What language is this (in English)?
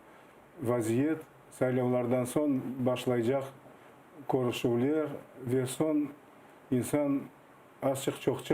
Crimean Tatar